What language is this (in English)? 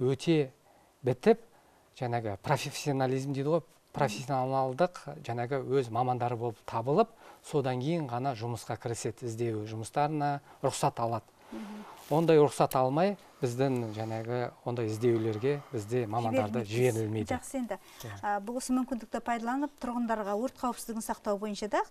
Kazakh